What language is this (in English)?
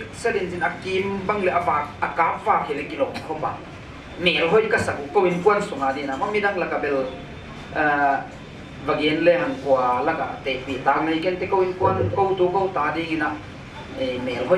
Paite Chin